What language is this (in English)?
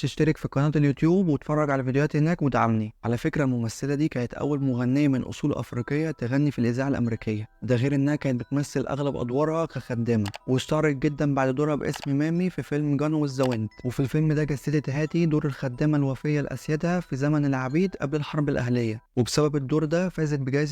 Egyptian Arabic